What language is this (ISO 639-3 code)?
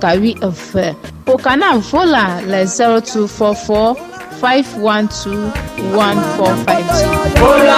ewe